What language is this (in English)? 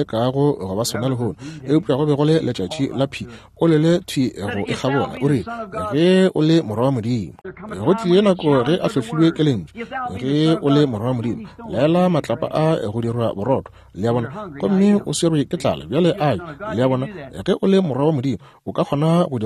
Northern Sotho